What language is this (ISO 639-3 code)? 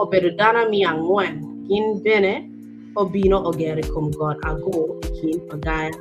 ach